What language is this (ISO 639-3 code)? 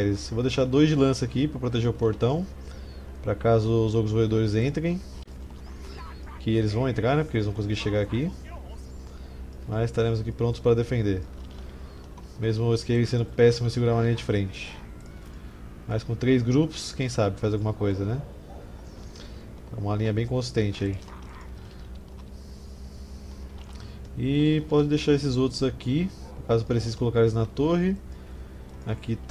por